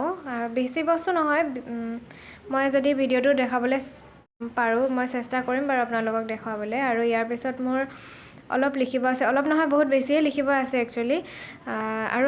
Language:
Assamese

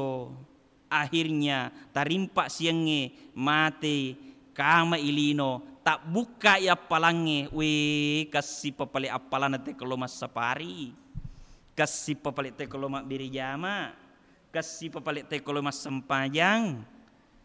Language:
Buginese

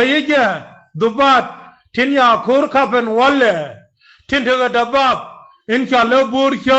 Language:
Nuer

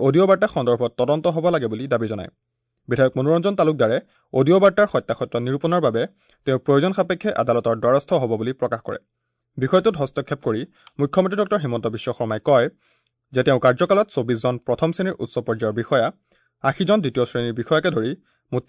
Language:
Assamese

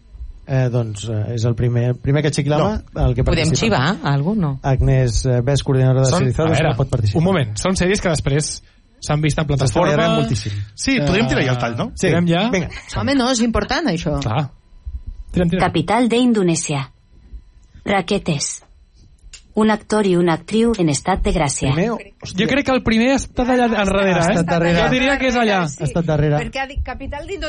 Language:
Catalan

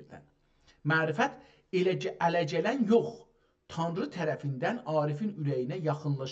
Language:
South Azerbaijani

